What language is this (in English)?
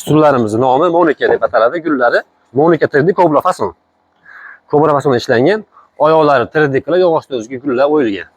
Uzbek